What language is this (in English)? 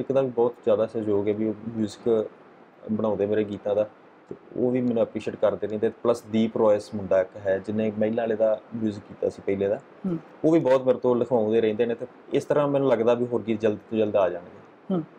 Punjabi